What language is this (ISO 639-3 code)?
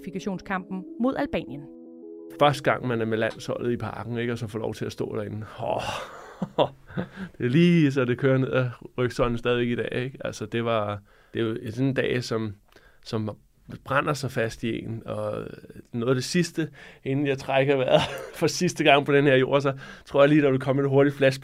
dan